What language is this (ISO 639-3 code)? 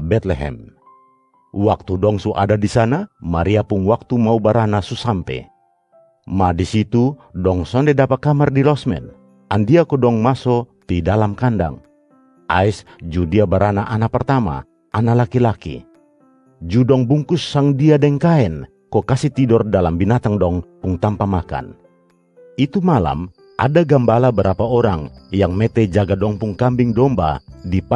mkn